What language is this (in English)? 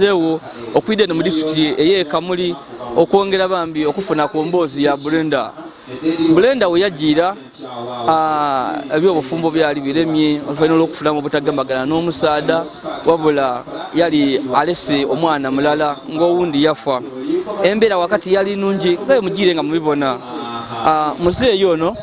Ganda